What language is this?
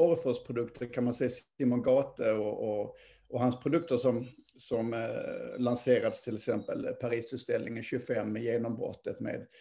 Swedish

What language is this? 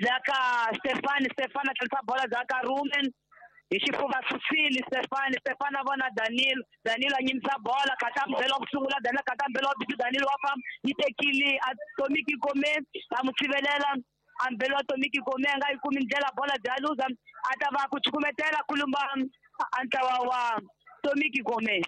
Tsonga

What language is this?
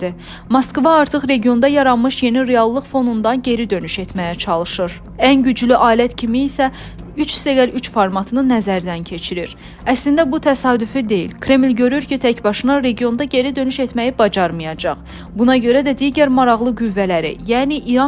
Azerbaijani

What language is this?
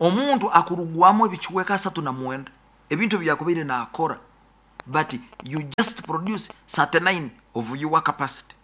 Nyoro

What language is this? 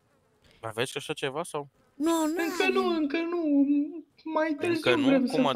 Romanian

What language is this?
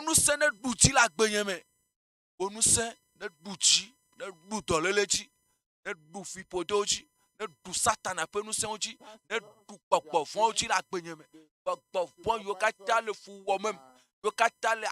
Ewe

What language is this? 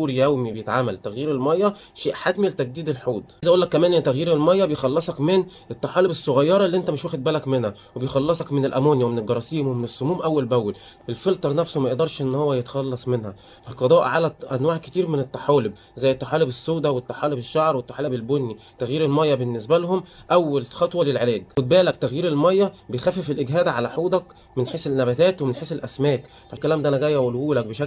Egyptian Arabic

